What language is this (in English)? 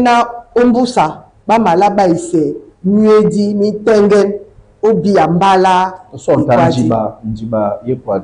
Duala